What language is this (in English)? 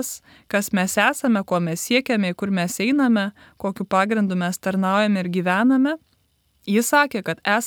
Lithuanian